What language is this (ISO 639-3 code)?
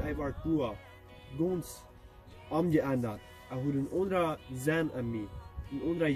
pdt